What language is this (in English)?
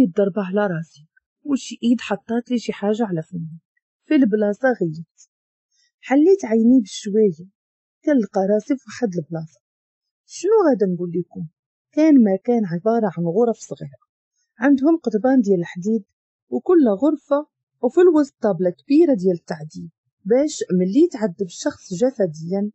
Moroccan Arabic